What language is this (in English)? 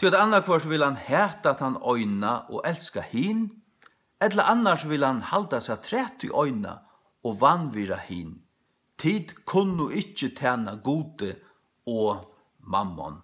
Faroese